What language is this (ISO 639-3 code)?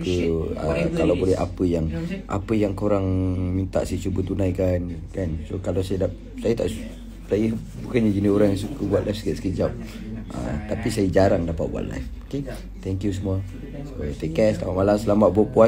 msa